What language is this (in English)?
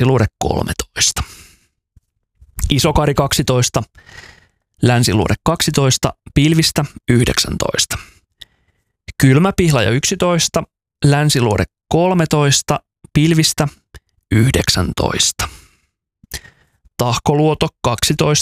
Finnish